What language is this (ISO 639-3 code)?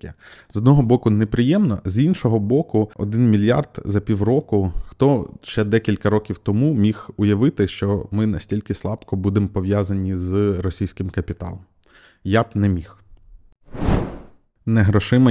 ukr